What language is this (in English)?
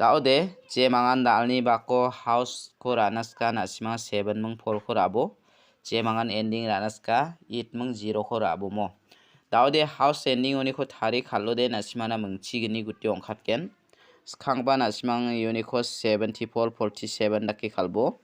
Garo